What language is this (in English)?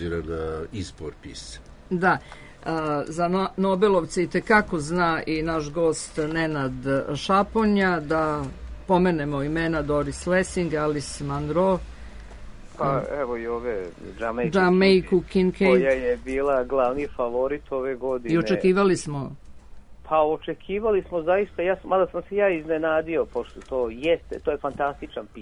Serbian